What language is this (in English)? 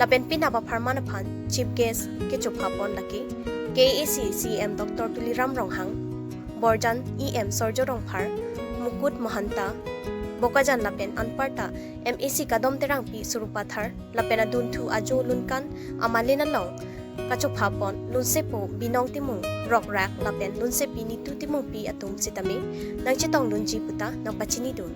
Karbi